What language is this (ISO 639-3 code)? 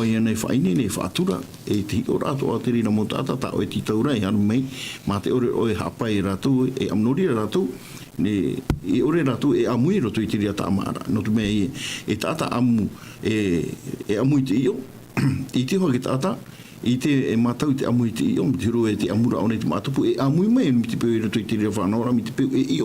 tah